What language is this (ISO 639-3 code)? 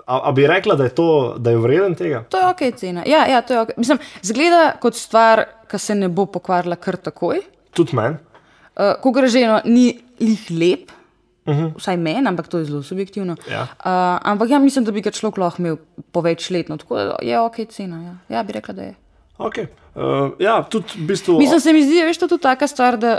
slv